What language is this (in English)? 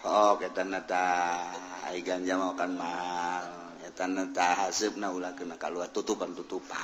Sundanese